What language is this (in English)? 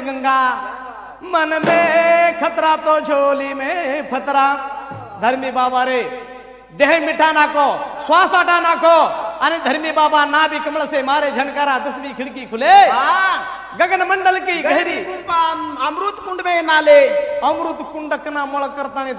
Lambadi